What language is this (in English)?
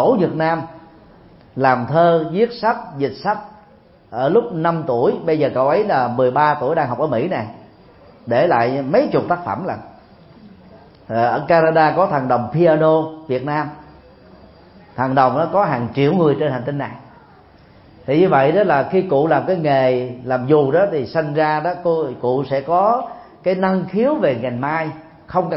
Vietnamese